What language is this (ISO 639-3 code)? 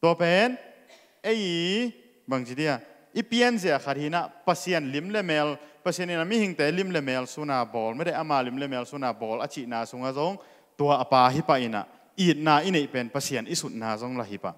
ctd